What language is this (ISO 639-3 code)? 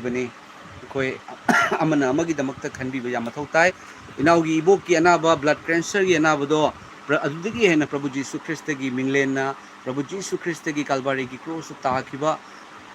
mni